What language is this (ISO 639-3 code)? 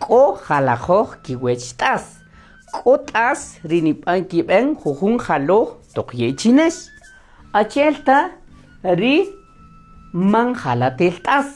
cak